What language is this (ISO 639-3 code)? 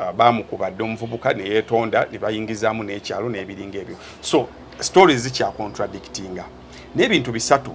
lug